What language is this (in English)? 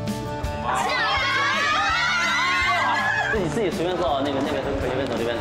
Chinese